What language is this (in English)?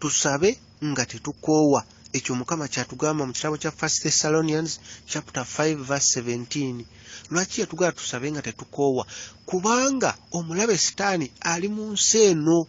Ganda